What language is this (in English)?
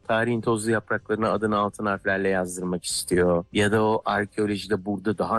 Turkish